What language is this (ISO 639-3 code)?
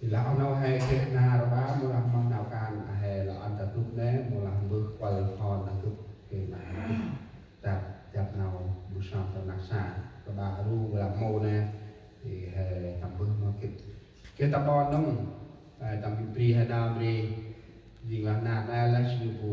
cmo